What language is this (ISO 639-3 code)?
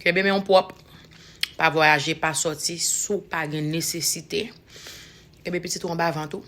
hat